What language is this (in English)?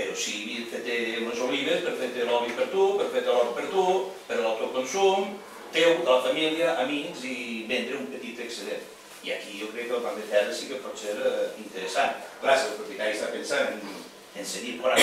Catalan